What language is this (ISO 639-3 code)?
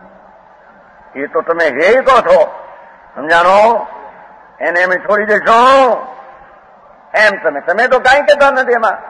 guj